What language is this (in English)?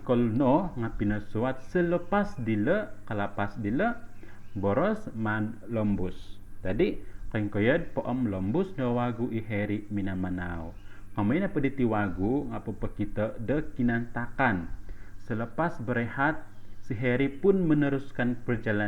Central Dusun